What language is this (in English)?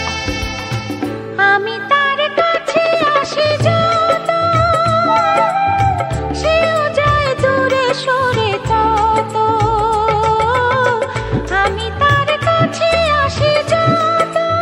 Bangla